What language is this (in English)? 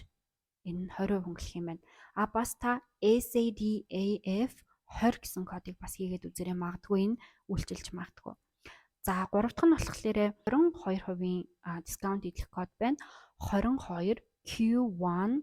Mongolian